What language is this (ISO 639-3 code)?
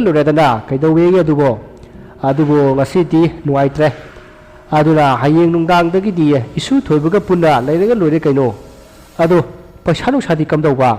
mni